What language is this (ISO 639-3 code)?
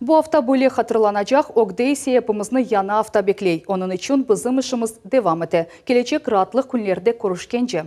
crh